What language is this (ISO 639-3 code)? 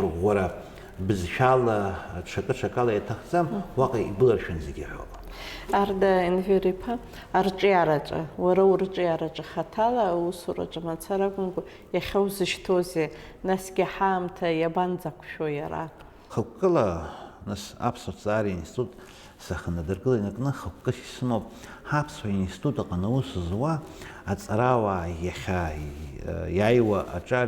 abk